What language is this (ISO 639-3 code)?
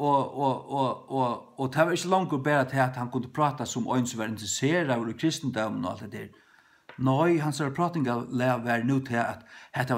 fao